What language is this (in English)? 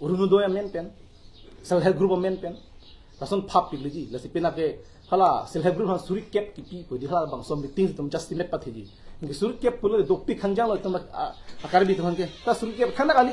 Karbi